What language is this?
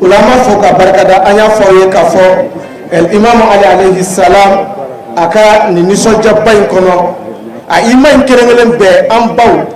Bambara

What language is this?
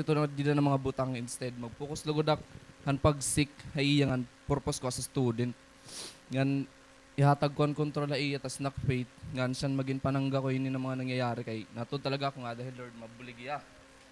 Waray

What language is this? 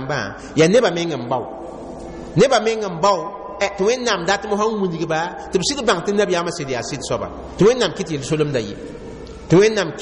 Mossi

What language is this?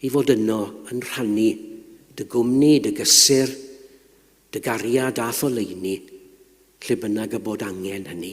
Welsh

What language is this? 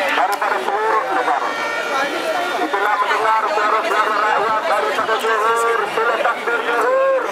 Malay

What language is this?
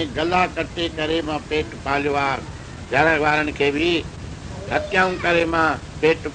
Sindhi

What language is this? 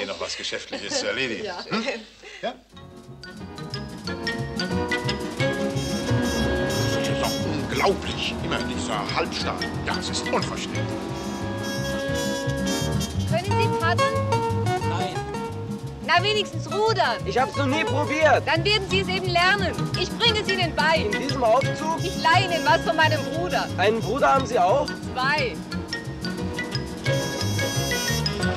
German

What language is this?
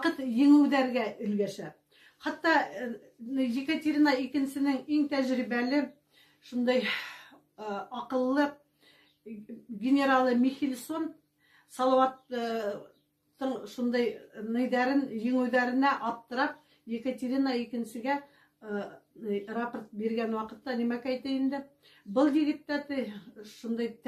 Bashkir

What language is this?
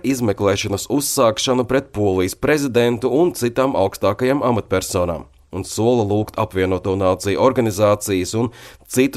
Latvian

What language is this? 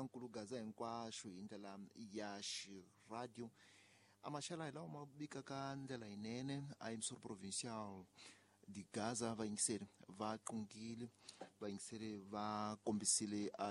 Tsonga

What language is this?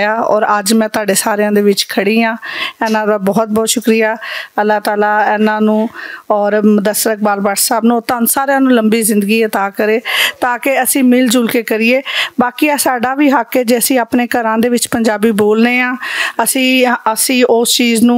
Western Panjabi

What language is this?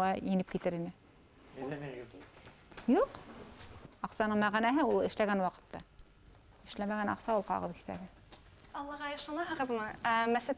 Bashkir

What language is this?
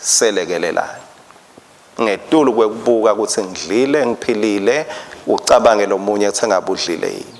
Swati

